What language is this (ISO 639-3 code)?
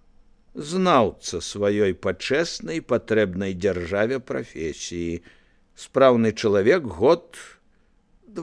bel